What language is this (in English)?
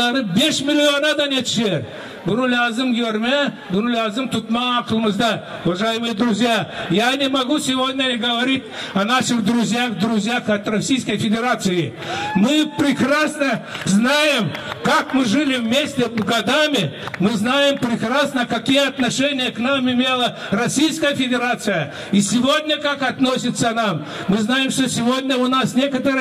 Gagauz